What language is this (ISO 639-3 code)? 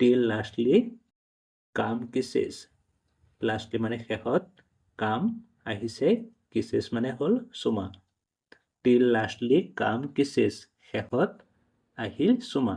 asm